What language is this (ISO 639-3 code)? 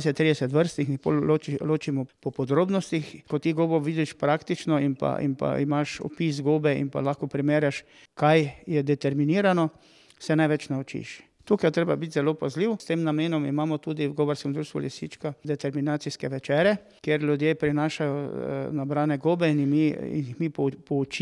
slv